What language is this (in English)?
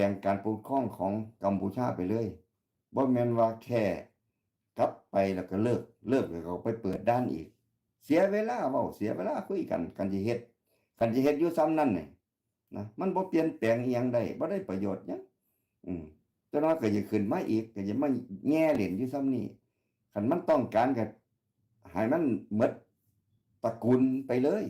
Northeastern Thai